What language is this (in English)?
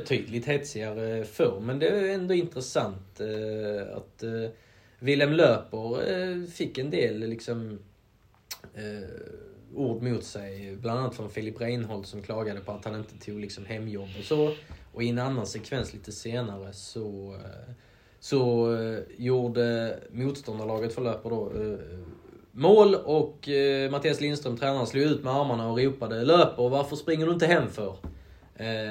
Swedish